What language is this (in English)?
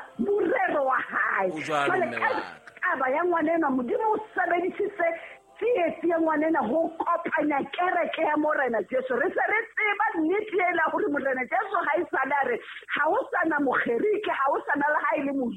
Southern Sotho